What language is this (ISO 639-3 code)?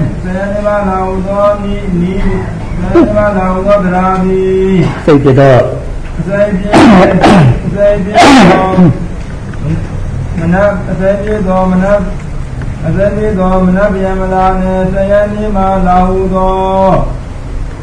mya